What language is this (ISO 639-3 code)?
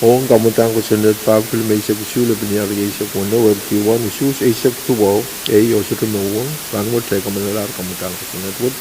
pon